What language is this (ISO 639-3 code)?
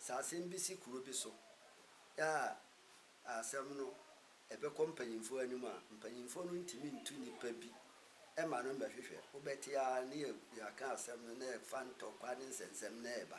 aka